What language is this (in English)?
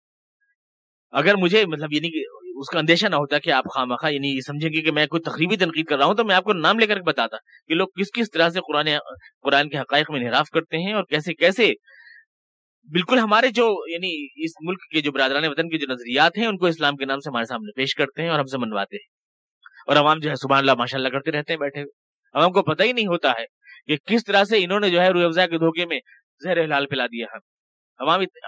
Urdu